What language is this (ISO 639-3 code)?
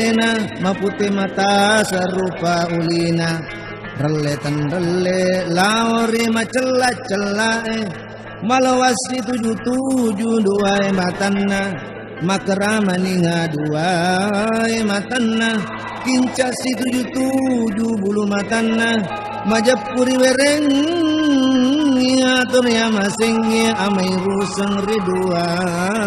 bug